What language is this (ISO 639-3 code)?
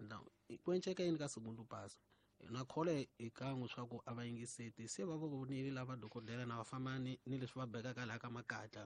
tso